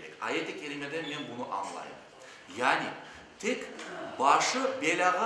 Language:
Crimean Tatar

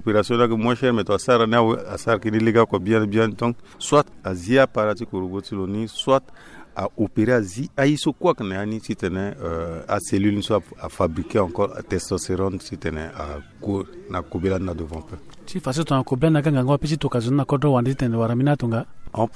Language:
Sango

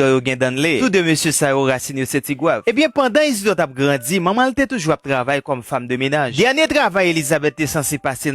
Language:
Haitian Creole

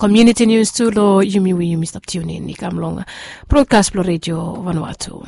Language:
Bislama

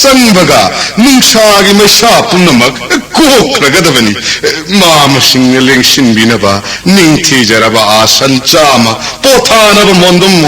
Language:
Manipuri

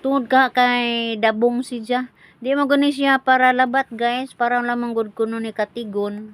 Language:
Cebuano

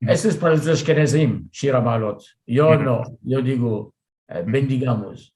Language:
Ladino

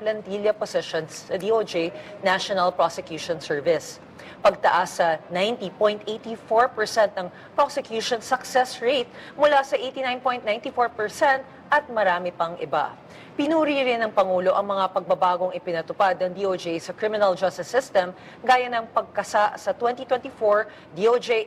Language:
Filipino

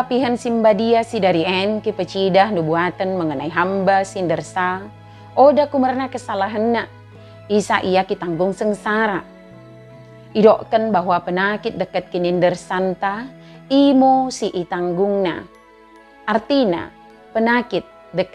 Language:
Batak Dairi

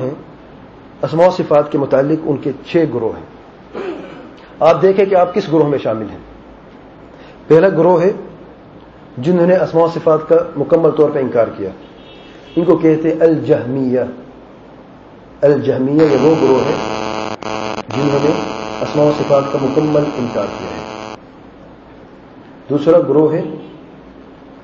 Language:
Urdu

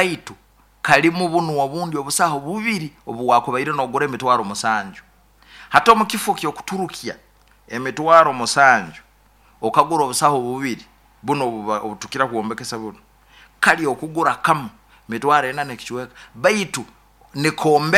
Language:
Nyoro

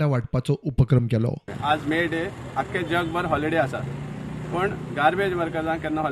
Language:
Konkani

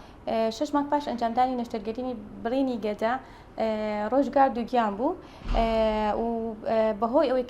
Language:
Central Kurdish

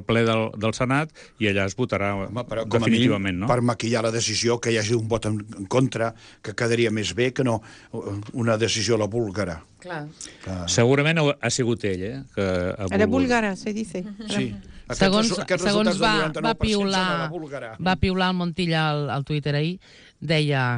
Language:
Catalan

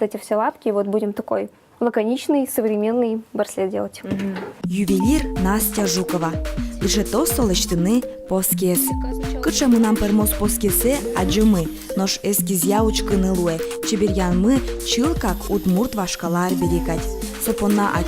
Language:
Udmurt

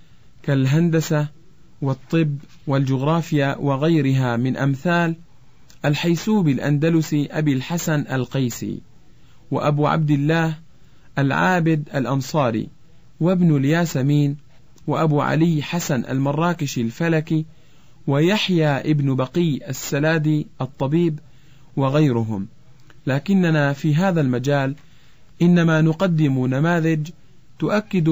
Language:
Arabic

